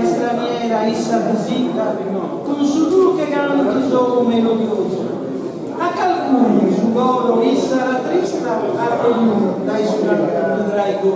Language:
Sardinian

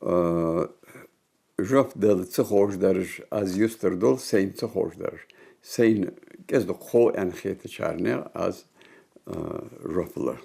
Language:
Ingush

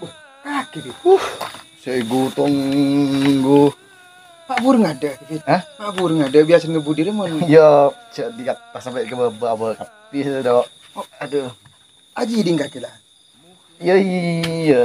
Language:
Madurese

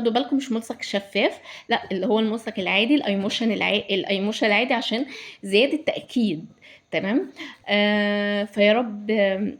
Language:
Egyptian Arabic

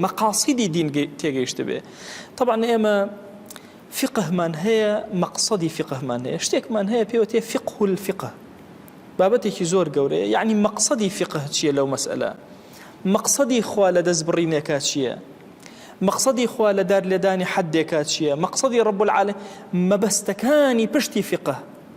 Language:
Central Kurdish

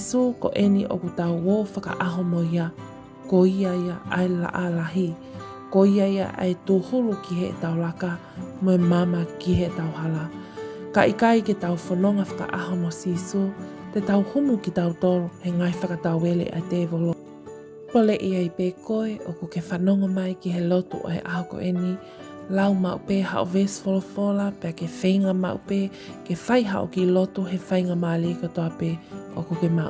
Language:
Tongan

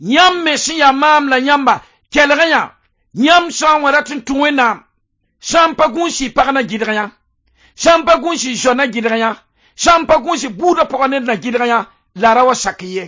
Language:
Mossi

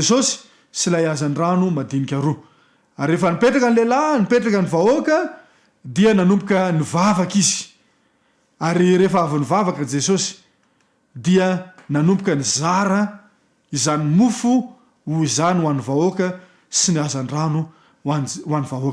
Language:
Malagasy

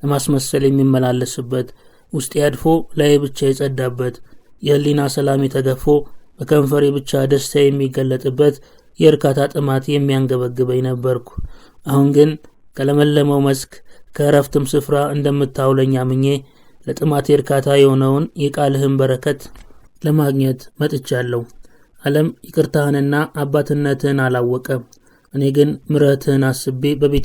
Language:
Amharic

